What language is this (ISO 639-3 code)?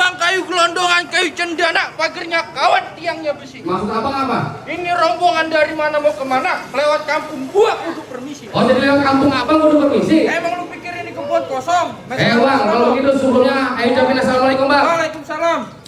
bew